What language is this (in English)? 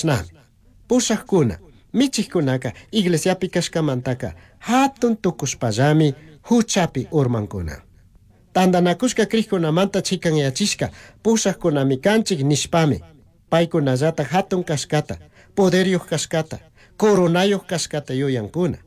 Chimborazo Highland Quichua